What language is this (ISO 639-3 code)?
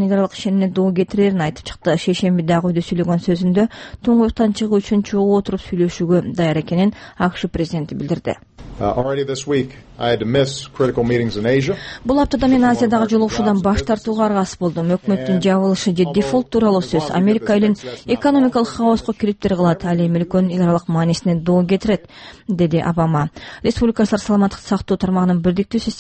kir